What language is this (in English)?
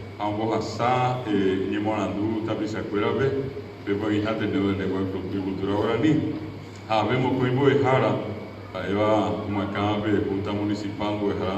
Guarani